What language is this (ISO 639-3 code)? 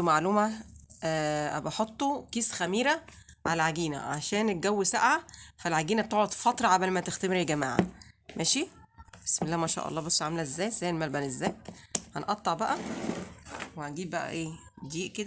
arz